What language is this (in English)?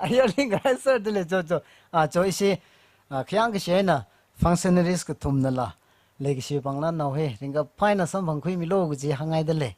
Tangkhul Naga (India)